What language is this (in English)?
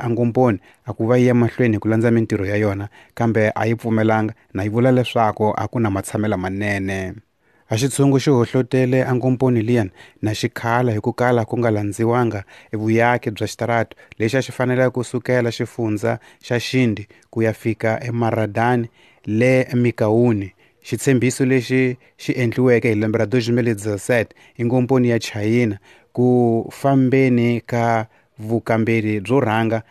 Tsonga